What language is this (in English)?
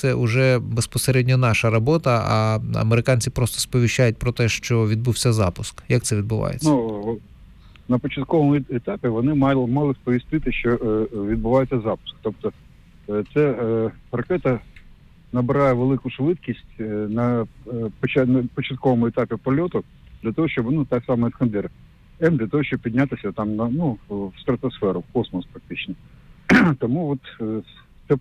Ukrainian